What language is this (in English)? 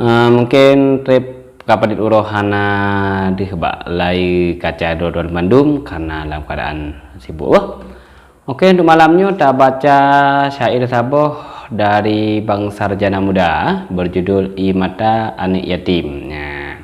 Achinese